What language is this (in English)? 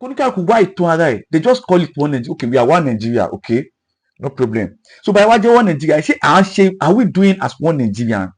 Yoruba